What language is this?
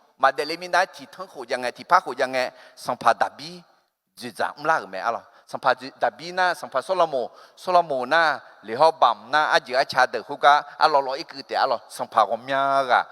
Akha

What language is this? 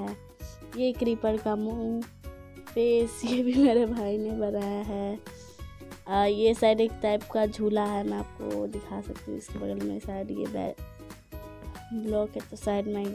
Hindi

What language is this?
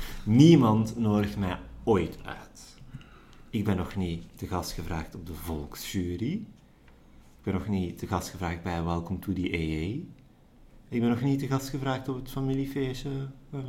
Dutch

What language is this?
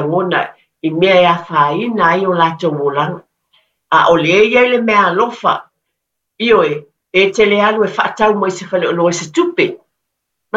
Samoan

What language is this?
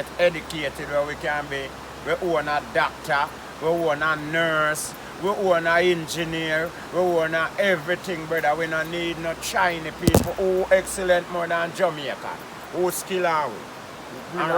Jamaican Creole English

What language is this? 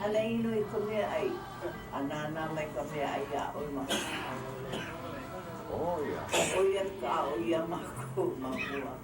Hawaiian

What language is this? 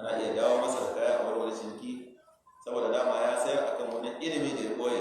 Hausa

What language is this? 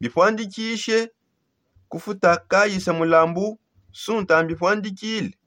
Songe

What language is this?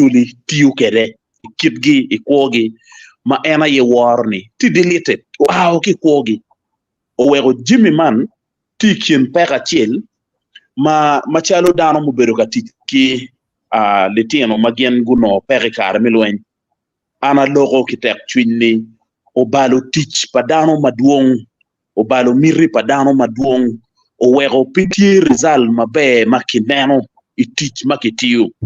Acoli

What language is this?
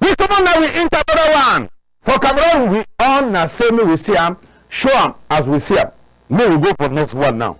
Cameroon Pidgin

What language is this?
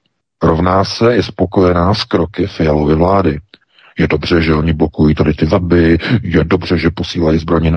Czech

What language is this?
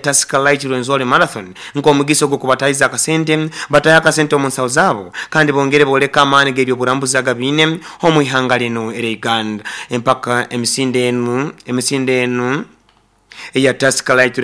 Nyoro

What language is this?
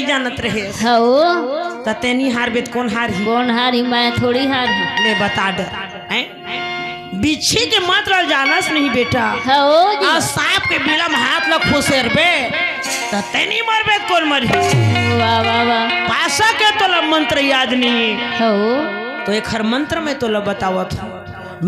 Chhattisgarhi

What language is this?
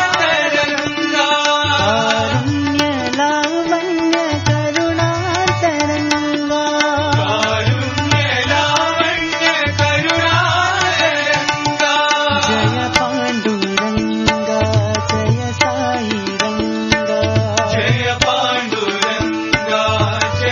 Telugu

